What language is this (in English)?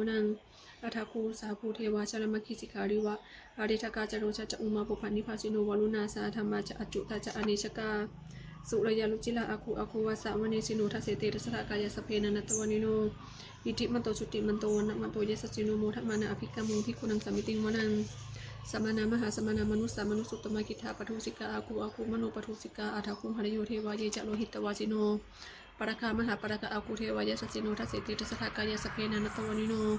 Pali